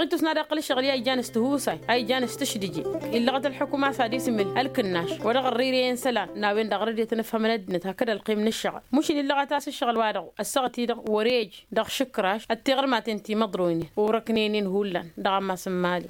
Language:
Tamasheq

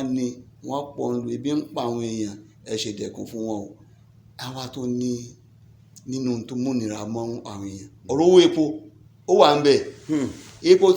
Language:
Yoruba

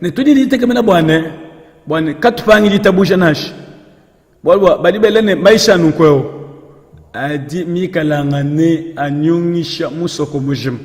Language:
Luba-Lulua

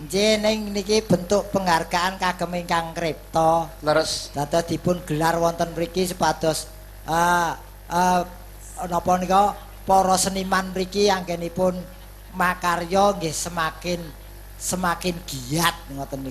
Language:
Javanese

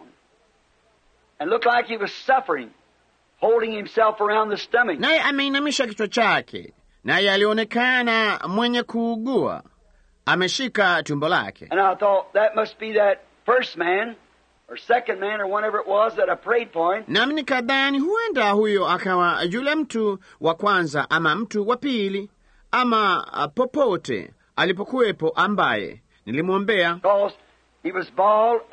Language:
Swahili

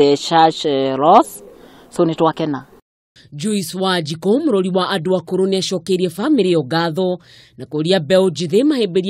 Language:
Kikuyu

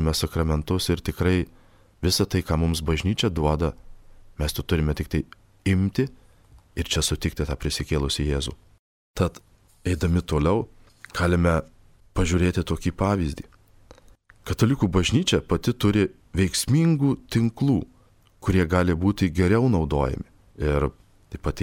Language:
Lithuanian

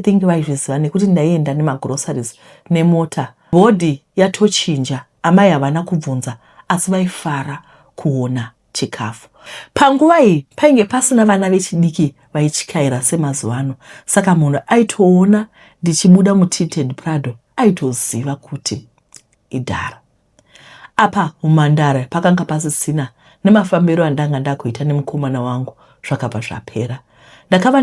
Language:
Shona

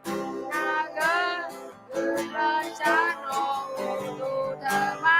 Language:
Akha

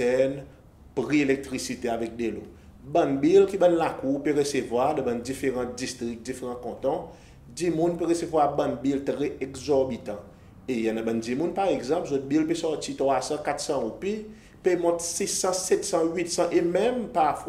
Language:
Seselwa Creole French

